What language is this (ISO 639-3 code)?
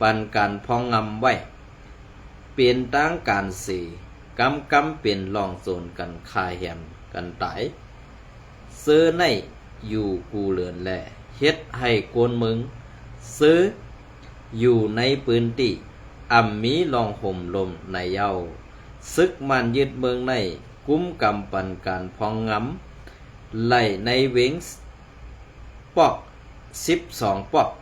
shn